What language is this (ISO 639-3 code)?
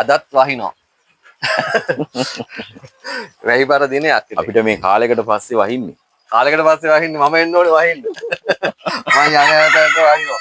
sin